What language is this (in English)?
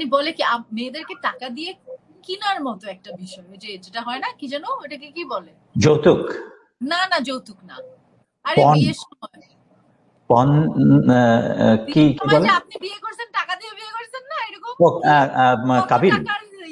Bangla